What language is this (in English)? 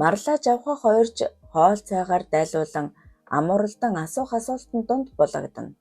Mongolian